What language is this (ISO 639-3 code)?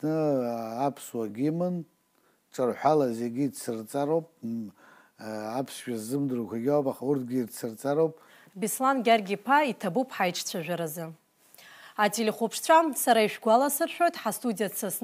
abk